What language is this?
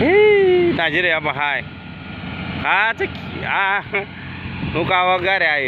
Kok Borok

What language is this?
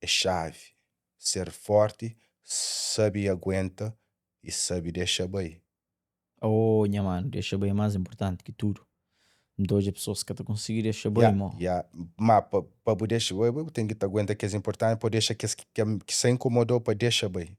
Kabuverdianu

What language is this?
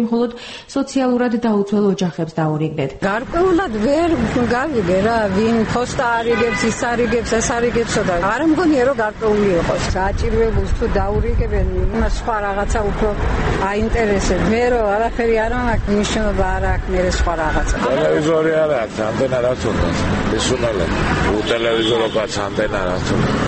Georgian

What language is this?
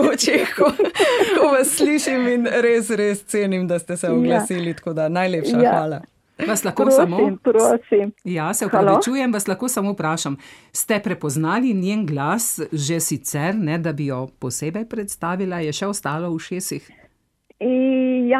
Slovenian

